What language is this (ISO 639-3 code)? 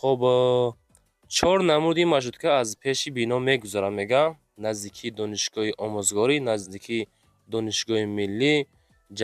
tgk